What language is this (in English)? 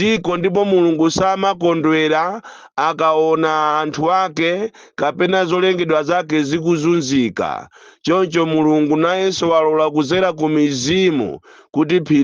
Nyanja